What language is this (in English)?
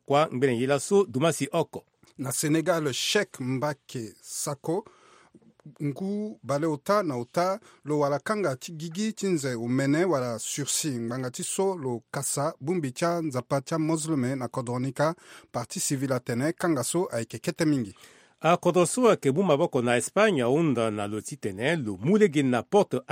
Sango